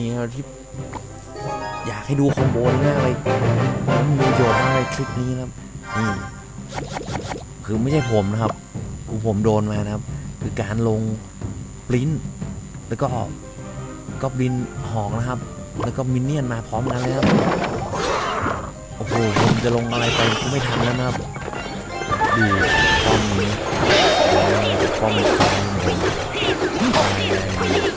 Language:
Thai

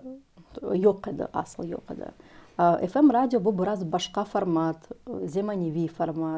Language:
Crimean Tatar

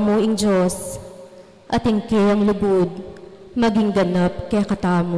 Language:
Pampanga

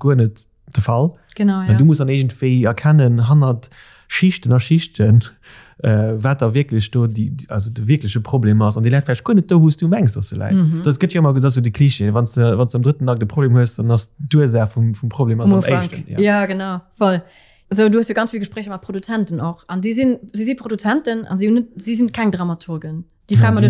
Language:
Luxembourgish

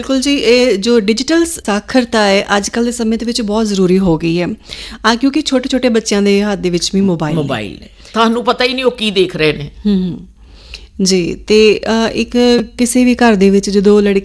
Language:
Punjabi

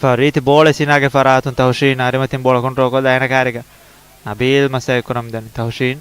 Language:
Divehi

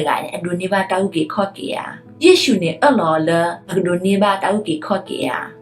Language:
S'gaw Karen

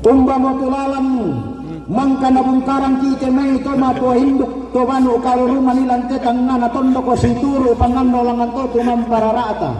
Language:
Toraja-Sa'dan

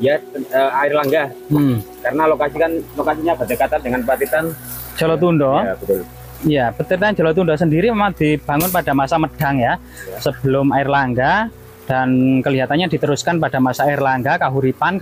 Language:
Indonesian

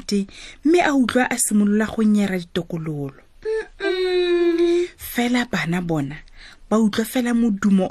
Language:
Tswana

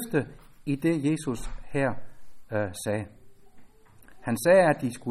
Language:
Danish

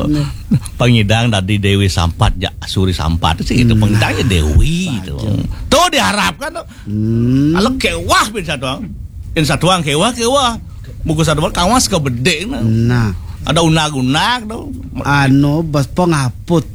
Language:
Balinese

